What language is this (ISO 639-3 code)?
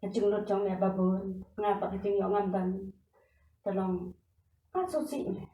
kha